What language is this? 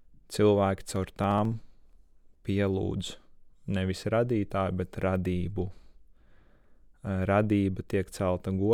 Latvian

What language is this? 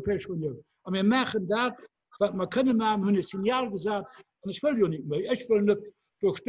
Luxembourgish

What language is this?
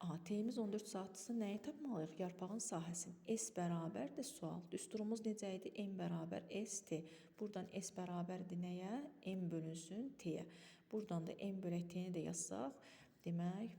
Azerbaijani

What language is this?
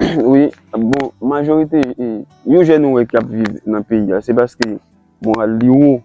Haitian Creole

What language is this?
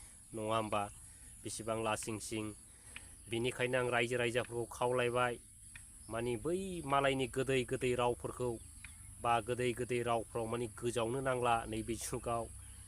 Bodo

